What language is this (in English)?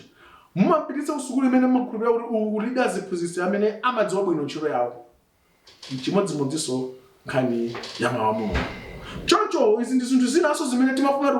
Nyanja